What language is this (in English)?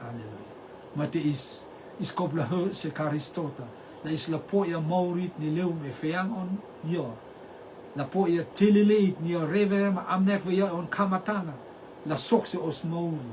Rotuman